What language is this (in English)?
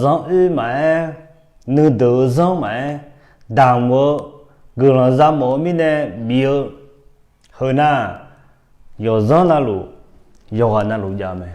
Akha